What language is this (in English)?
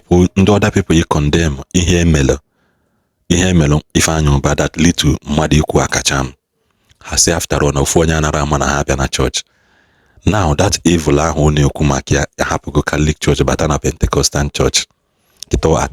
Igbo